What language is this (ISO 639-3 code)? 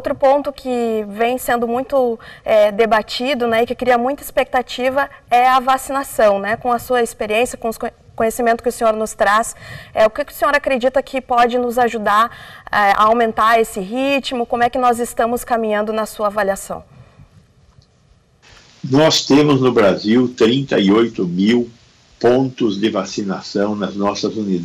por